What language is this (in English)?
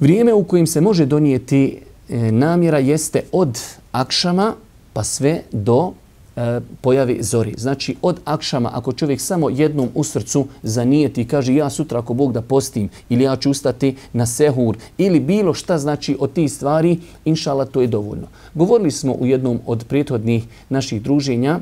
Bosnian